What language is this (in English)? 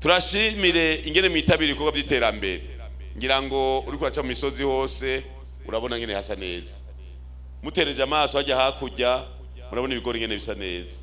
Rundi